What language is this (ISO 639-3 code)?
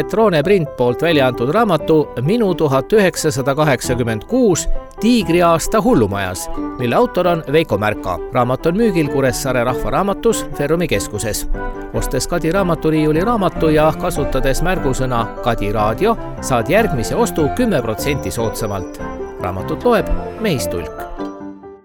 est